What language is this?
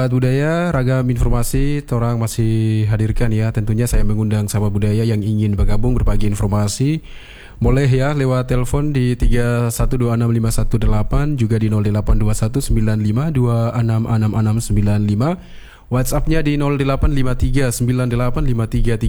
Indonesian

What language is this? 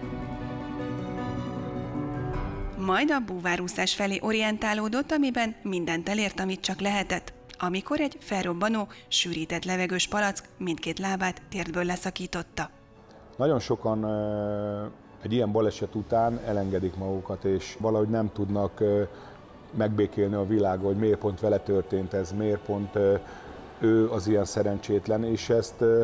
Hungarian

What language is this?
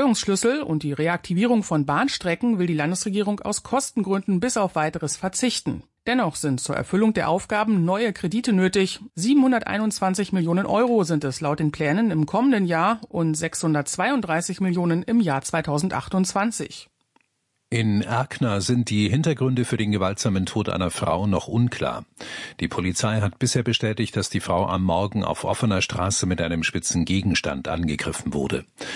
German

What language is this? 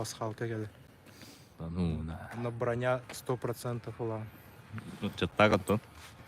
Yakut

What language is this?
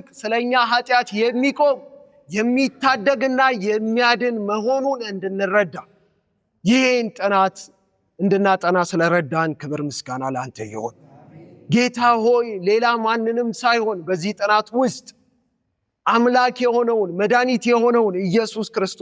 Amharic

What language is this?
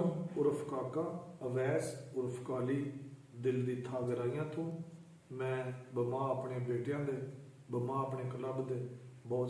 Punjabi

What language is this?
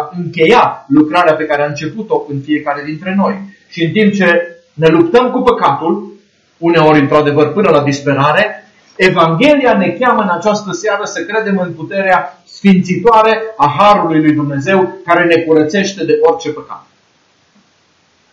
Romanian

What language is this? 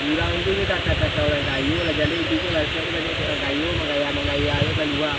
Minangkabau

